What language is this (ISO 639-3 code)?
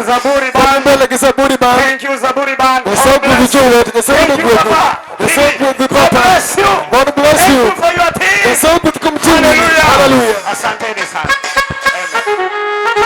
luo